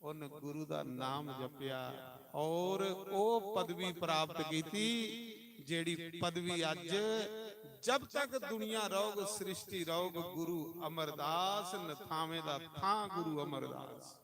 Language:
Dogri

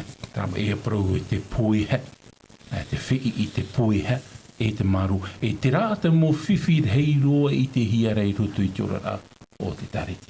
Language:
Tahitian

